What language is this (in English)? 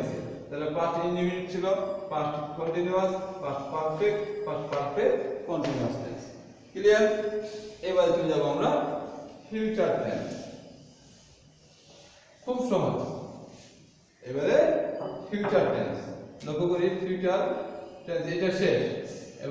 Bangla